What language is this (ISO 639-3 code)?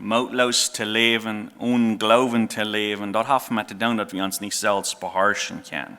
pdt